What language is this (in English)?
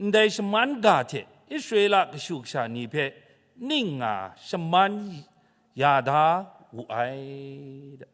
Kachin